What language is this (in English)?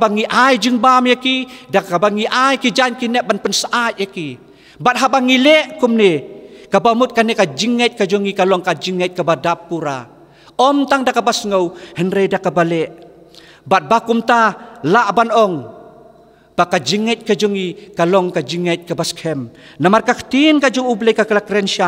Khasi